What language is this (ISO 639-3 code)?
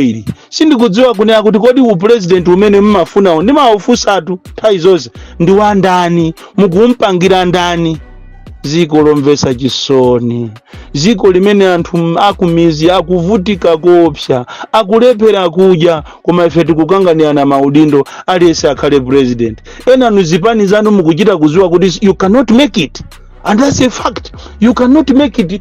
nya